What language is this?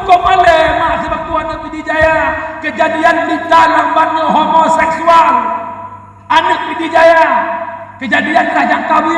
Achinese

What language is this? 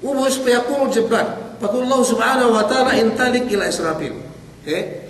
Yakan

